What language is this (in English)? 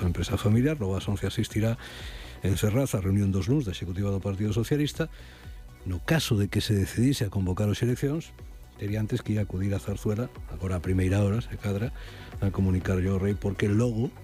Galician